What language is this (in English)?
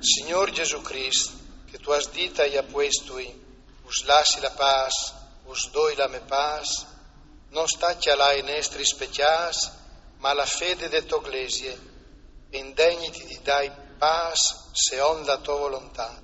Friulian